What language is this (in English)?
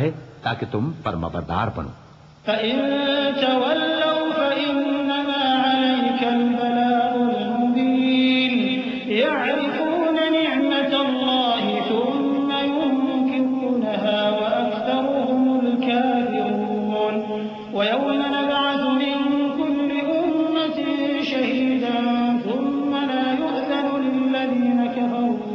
Urdu